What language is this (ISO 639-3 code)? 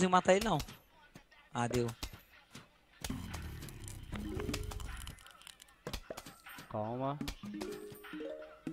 por